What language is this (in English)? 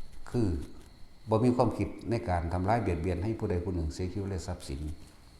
Lao